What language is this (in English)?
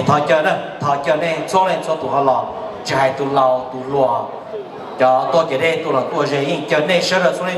Hmong